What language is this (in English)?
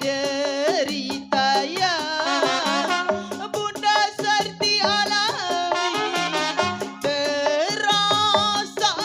Betawi